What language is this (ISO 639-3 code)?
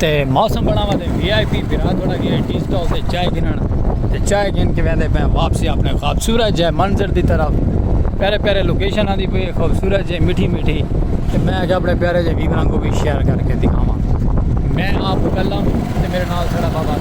skr